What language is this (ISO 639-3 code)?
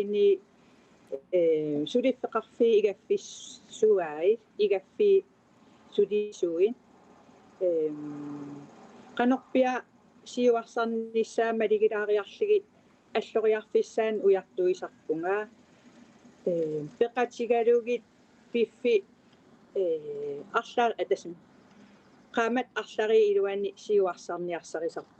kal